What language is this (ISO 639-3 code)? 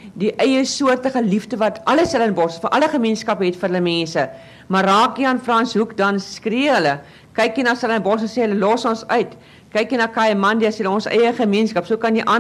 afr